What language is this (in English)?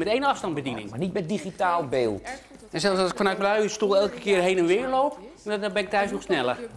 Dutch